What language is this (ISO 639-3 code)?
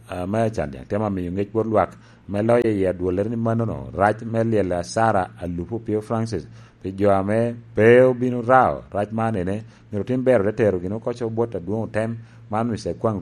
laj